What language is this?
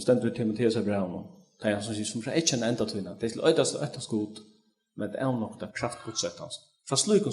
Faroese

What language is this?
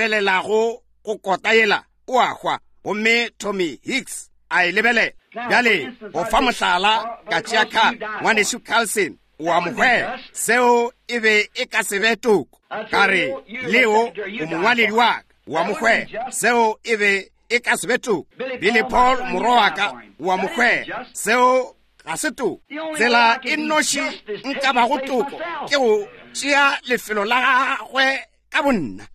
Northern Sotho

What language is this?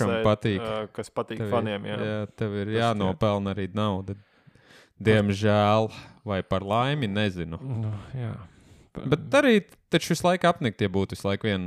Latvian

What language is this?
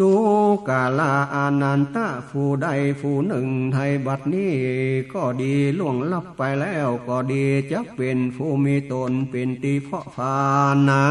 Northern Thai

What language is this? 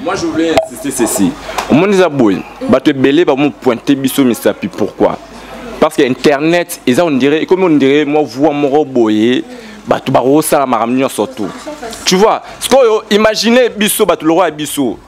Lingala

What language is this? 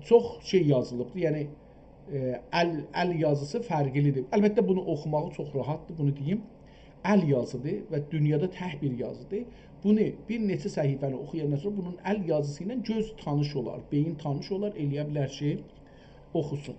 South Azerbaijani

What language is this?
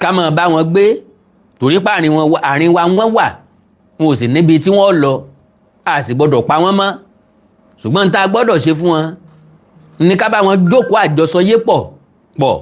Yoruba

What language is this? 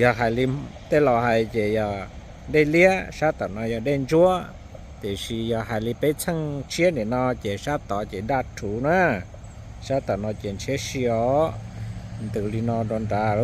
Hmong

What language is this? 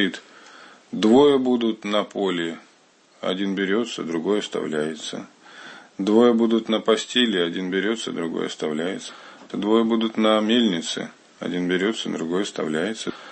Russian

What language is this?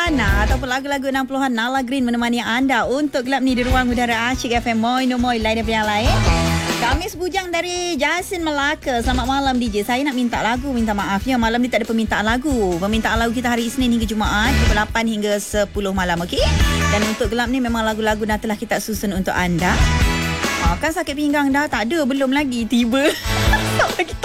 Malay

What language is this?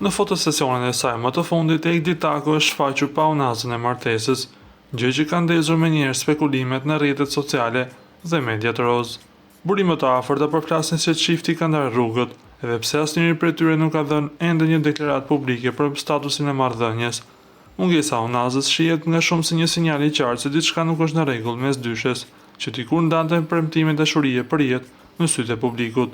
Albanian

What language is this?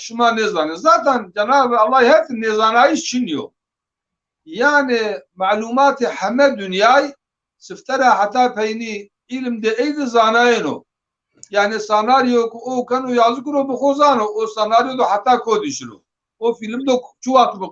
Zaza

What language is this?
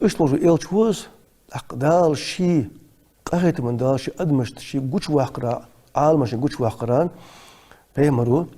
Ingush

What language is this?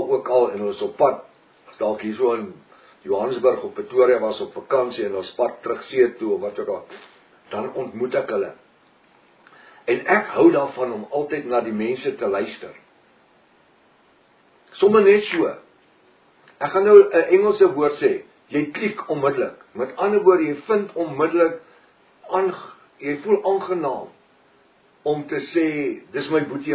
Afrikaans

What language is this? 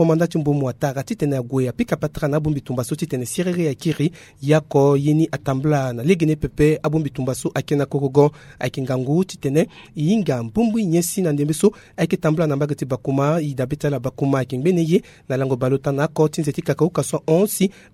Sango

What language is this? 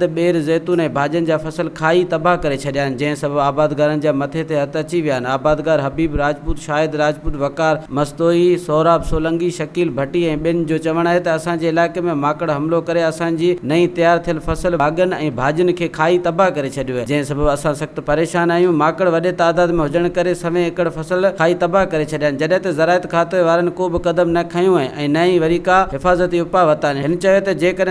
Sindhi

